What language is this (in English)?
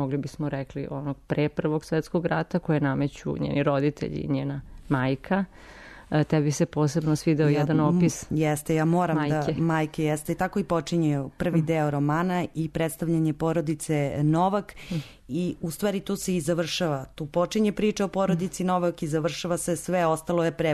Serbian